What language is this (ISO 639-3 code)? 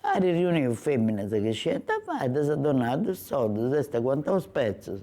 srd